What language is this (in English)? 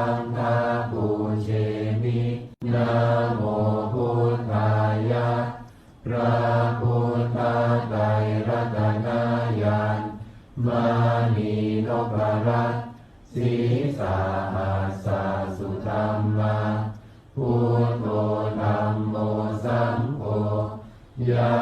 Pali